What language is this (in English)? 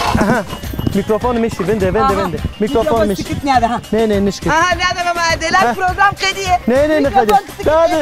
Zaza